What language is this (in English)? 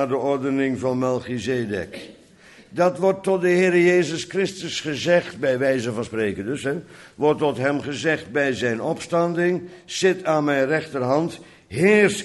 Dutch